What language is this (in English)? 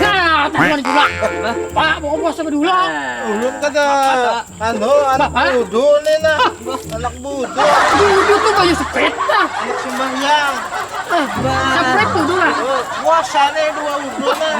Banjar